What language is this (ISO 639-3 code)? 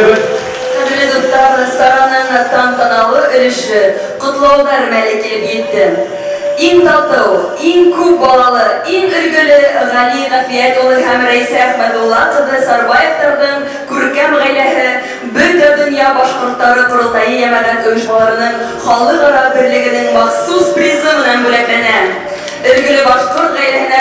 bak